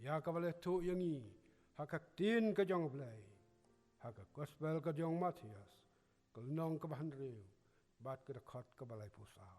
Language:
Khasi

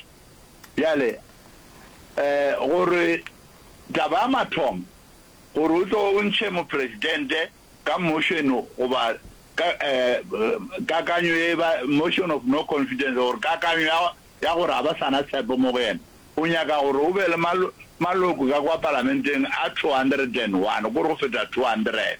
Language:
Northern Sotho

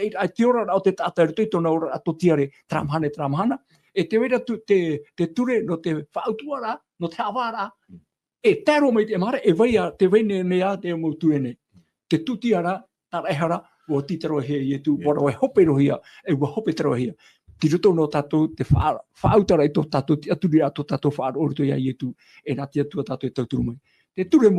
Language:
Tahitian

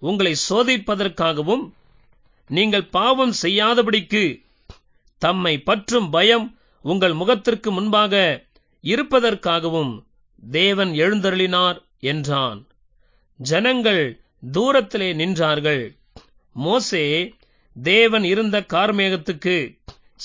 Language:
Tamil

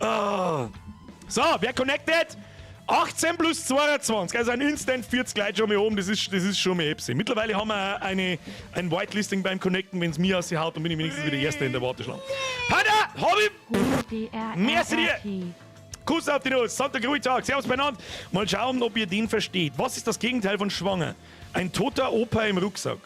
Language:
Bavarian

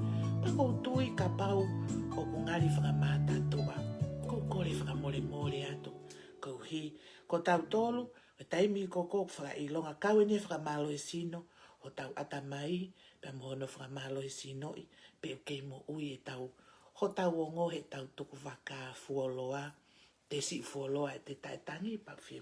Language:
Tongan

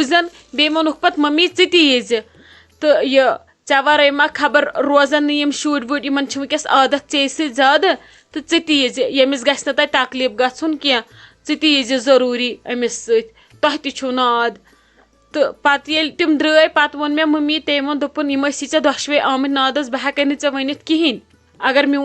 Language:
Kashmiri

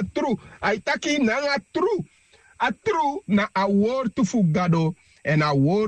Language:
Sranan Tongo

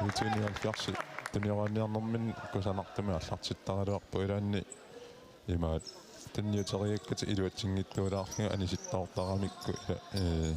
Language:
Kalaallisut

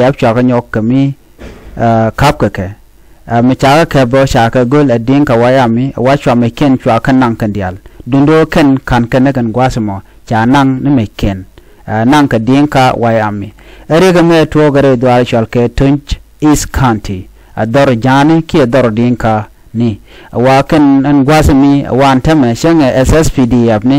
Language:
Nuer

